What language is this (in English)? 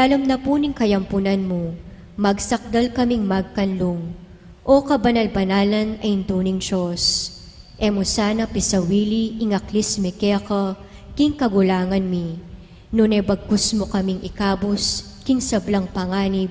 Pampanga